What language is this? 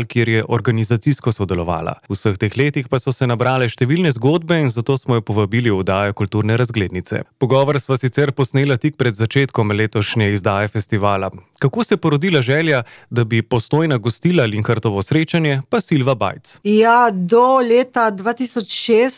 Slovenian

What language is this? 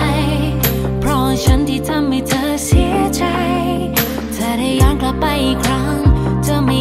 Thai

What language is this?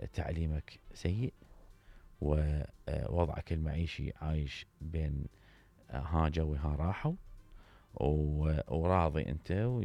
Mesopotamian Arabic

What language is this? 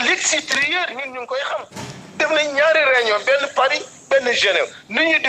Wolof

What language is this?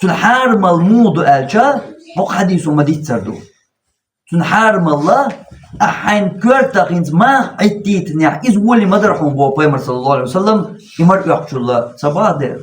Chechen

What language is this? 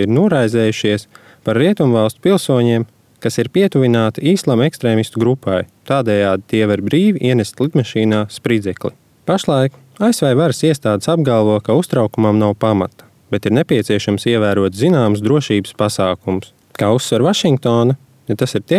Latvian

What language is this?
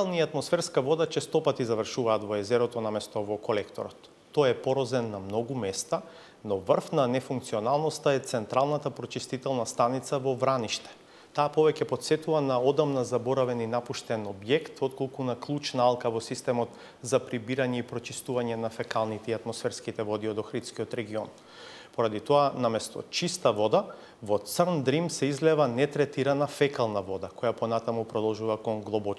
Macedonian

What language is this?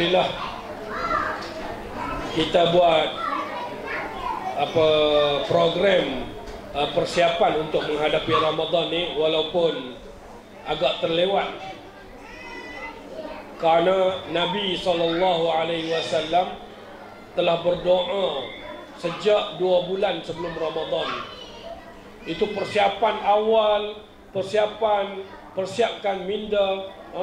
Malay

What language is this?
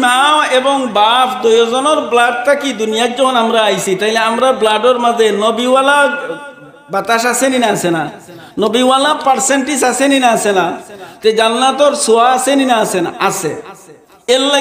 Sylheti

